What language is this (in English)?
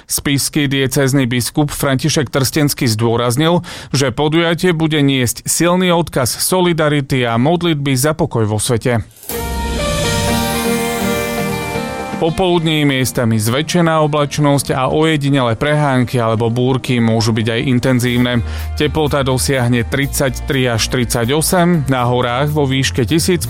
Slovak